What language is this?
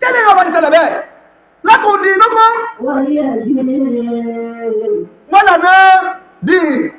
Yoruba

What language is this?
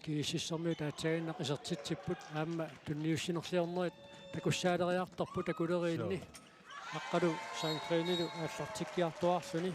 Kalaallisut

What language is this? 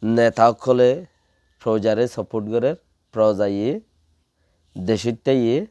Rohingya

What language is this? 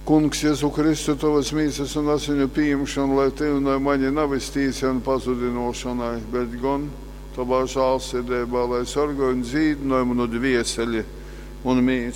Latgalian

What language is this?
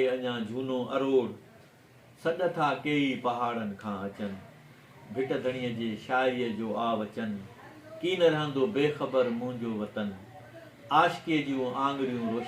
Sindhi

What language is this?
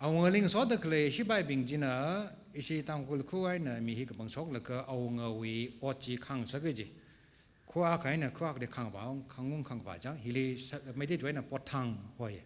Tangkhul Naga (India)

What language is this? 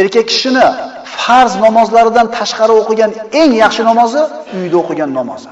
Uzbek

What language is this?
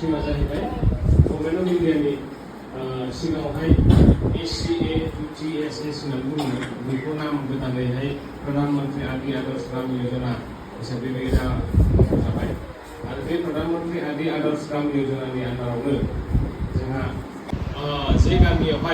Bodo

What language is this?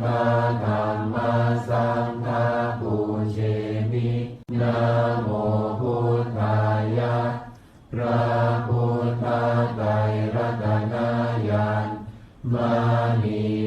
Pali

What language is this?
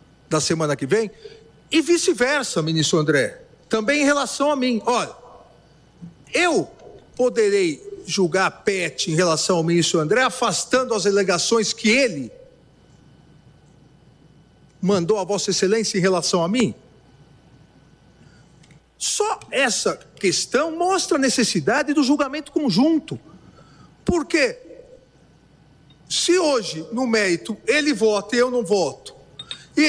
Portuguese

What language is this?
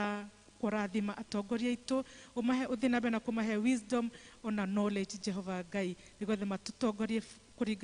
Kikuyu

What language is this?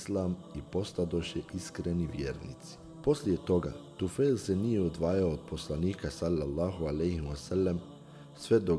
Bosnian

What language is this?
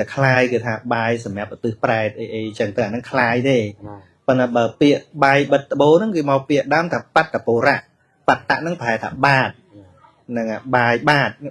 Khmer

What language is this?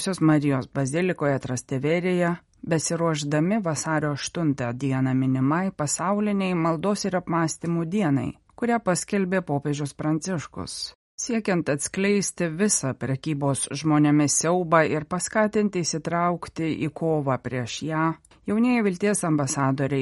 Lithuanian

